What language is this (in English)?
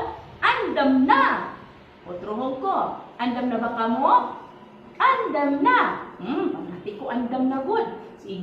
Waray